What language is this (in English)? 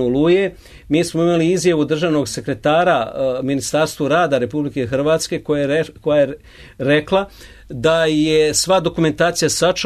Croatian